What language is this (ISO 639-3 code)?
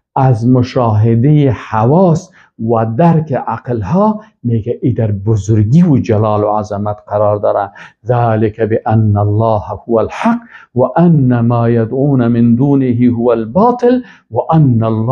fas